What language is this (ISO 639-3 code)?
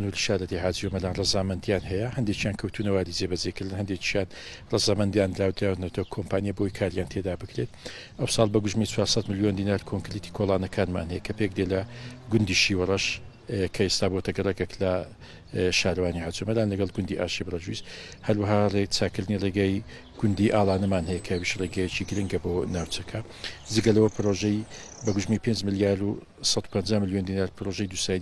ckb